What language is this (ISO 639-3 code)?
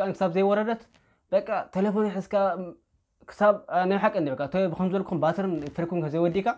tir